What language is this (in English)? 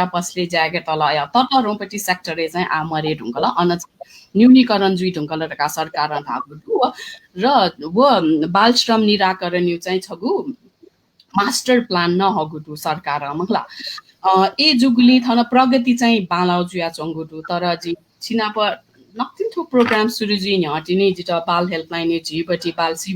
Newari